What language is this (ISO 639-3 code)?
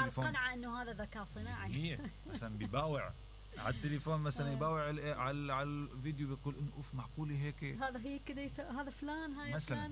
acm